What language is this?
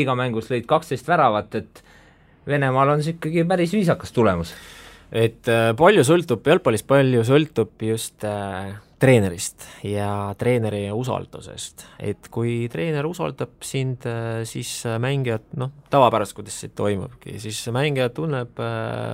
Estonian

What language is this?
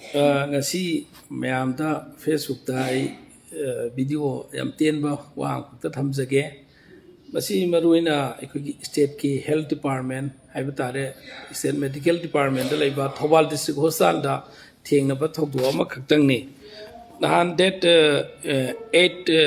Manipuri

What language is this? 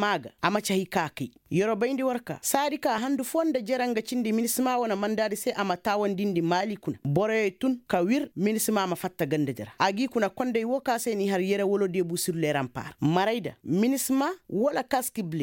Koyraboro Senni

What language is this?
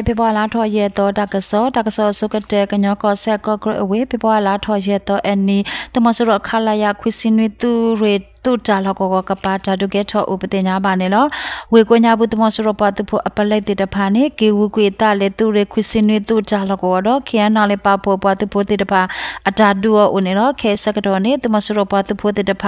S'gaw Karen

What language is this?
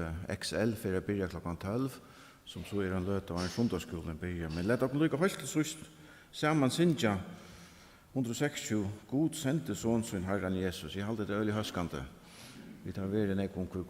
Faroese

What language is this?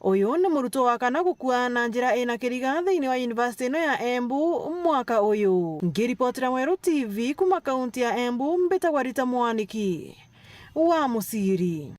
Meru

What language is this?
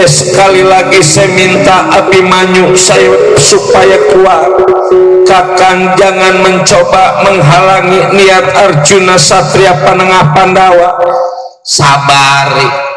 Betawi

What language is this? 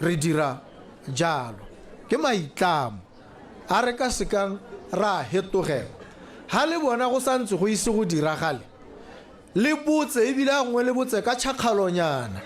Tswana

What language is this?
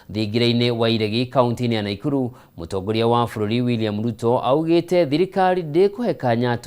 Kikuyu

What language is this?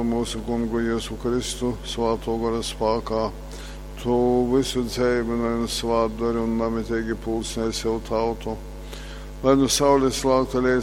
Latgalian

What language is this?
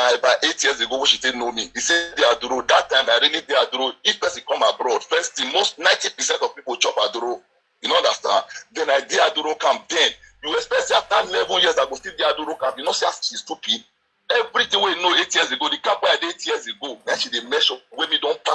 Nigerian Pidgin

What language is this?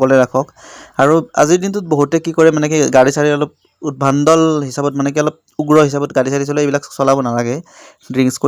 Assamese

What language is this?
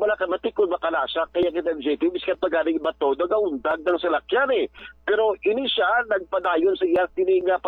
Hiligaynon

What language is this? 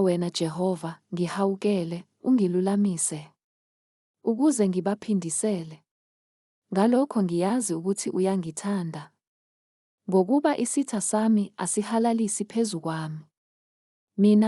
Zulu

